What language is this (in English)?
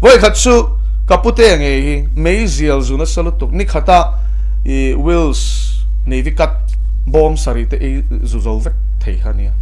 Mizo